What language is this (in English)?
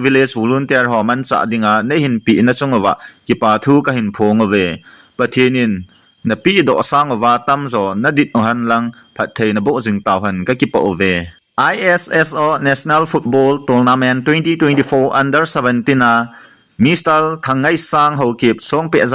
Thado Chin